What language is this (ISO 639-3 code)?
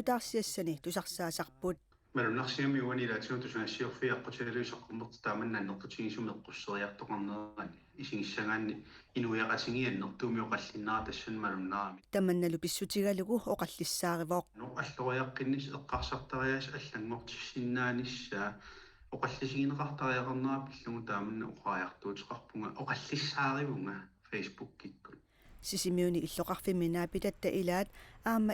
kal